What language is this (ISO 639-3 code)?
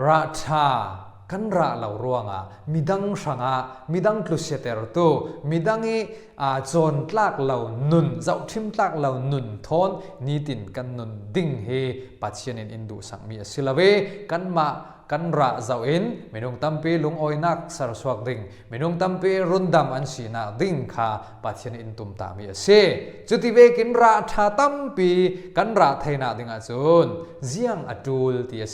cfm